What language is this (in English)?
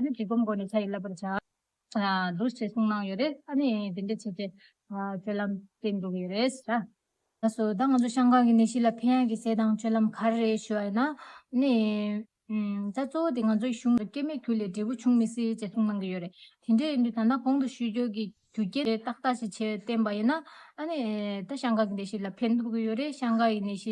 Tibetan